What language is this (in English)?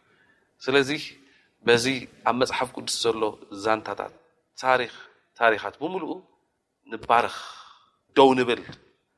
Tigrinya